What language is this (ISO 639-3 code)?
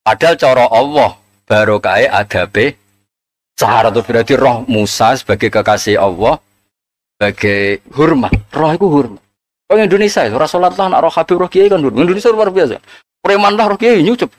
jav